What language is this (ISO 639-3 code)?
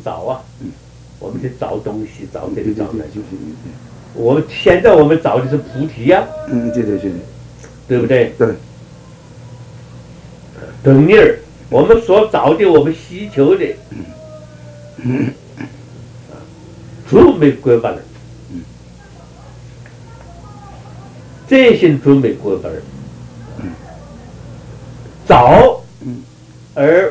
zho